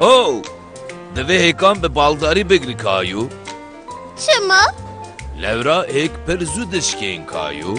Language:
Kurdish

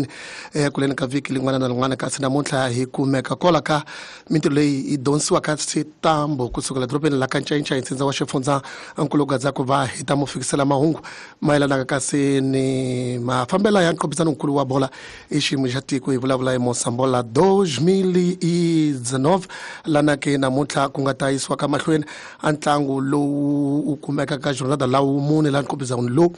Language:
Tsonga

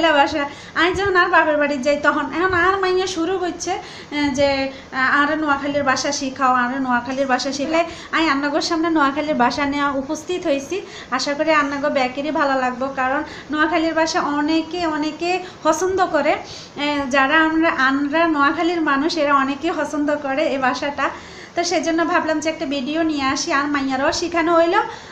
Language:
Bangla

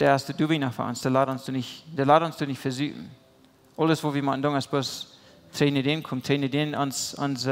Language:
Plautdietsch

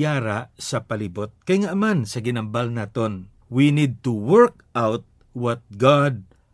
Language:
Hiligaynon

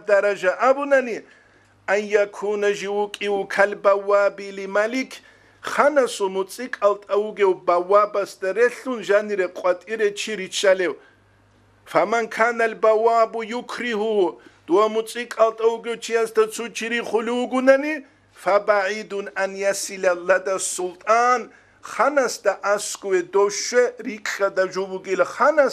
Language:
Avaric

